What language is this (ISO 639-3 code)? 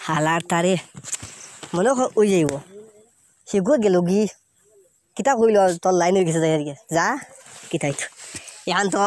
syl